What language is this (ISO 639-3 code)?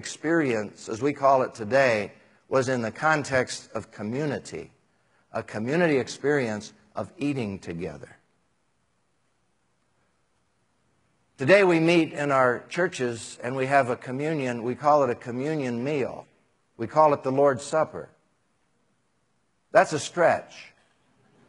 eng